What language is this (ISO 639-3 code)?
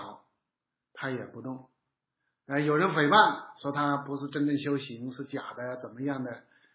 zho